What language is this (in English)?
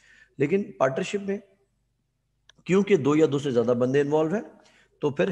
Hindi